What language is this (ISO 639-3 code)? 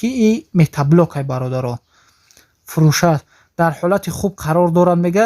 tgk